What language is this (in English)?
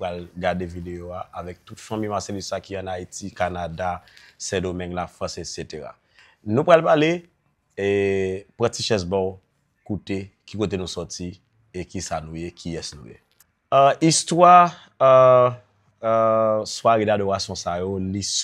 Haitian Creole